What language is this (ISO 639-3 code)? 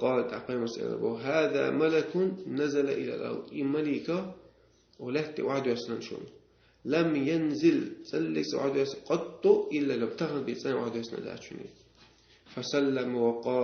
che